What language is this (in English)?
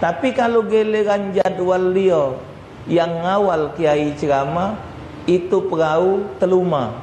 Musi